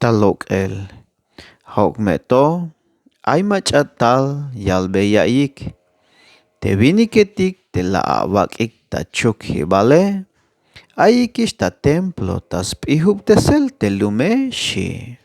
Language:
Tzeltal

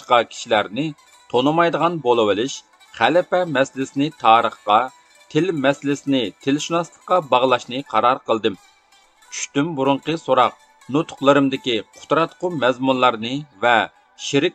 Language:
Uyghur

